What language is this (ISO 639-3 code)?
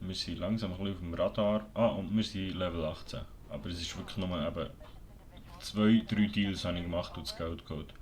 gsw